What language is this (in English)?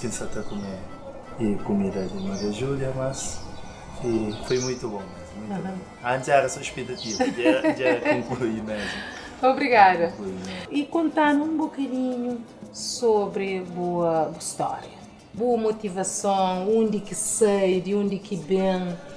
Kabuverdianu